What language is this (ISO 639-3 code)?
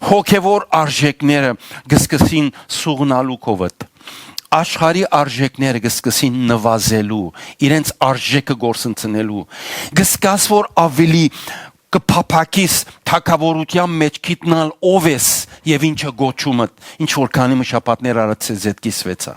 hyw